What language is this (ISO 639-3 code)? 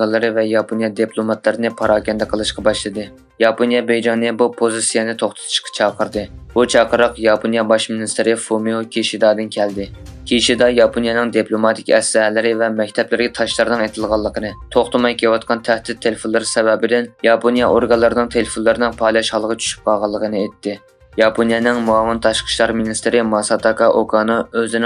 uig